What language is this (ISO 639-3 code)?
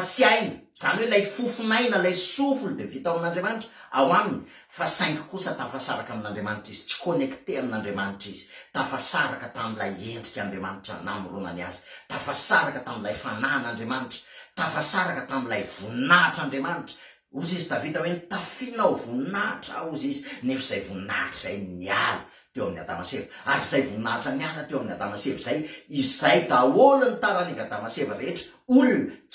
mlg